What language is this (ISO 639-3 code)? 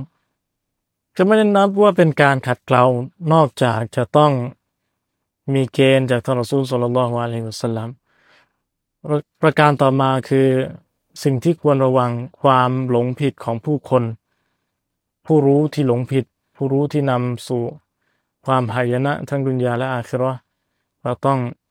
tha